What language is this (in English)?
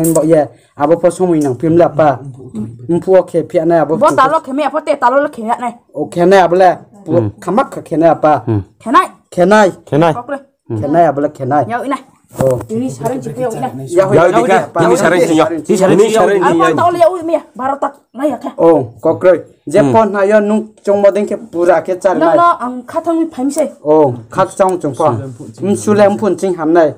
Riang (India)